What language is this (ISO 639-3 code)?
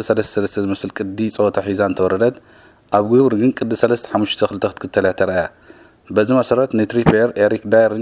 tir